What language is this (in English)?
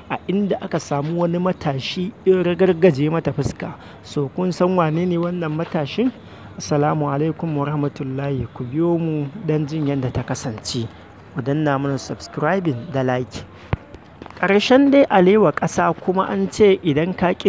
Hausa